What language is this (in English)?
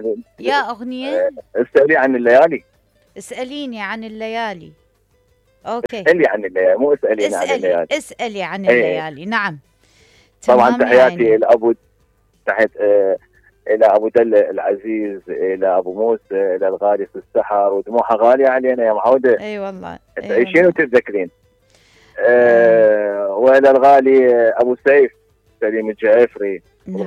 Mesopotamian Arabic